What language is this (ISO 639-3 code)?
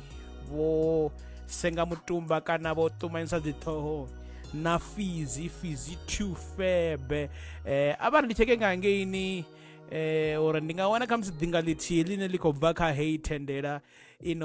ven